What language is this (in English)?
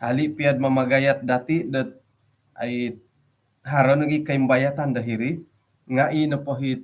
Central Dusun